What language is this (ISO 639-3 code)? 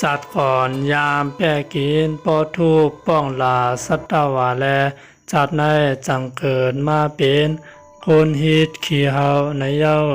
shn